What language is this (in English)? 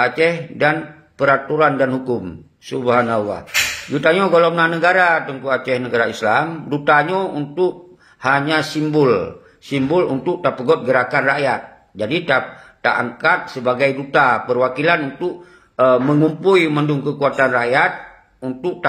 Achinese